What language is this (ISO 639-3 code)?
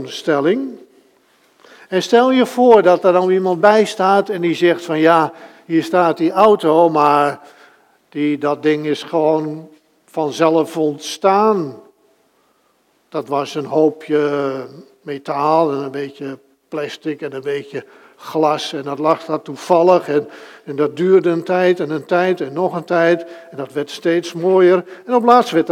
nld